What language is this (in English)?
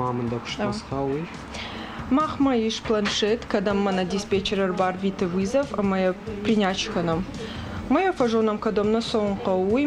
Ossetic